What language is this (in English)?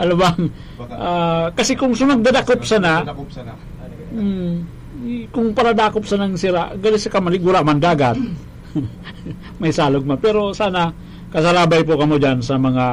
Bikol